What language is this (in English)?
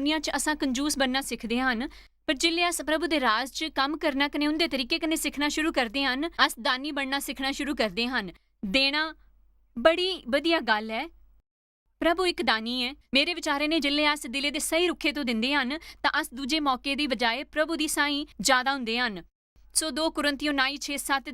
Dogri